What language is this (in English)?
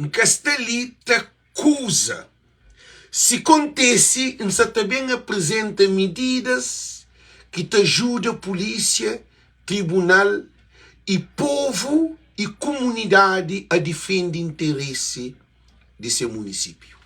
Kabuverdianu